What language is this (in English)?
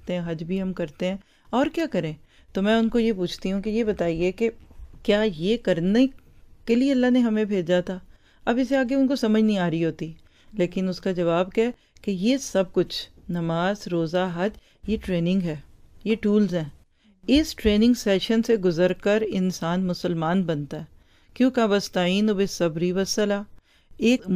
Urdu